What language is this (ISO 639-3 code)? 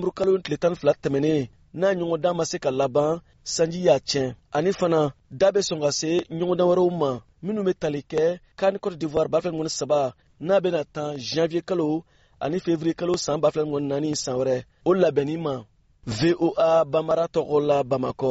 bam